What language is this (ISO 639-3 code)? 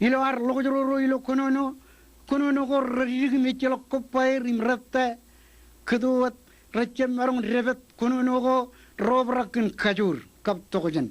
mah